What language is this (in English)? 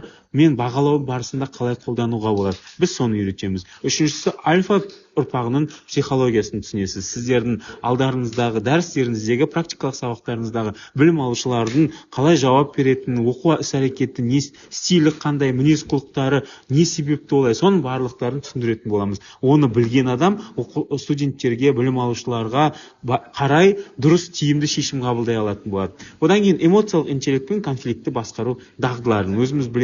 Kazakh